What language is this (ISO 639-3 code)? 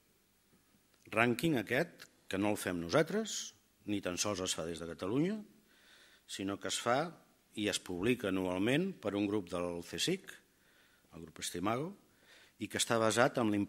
cat